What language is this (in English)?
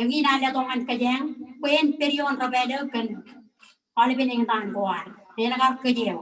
Marshallese